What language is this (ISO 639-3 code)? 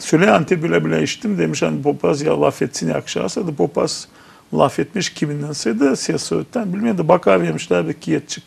gag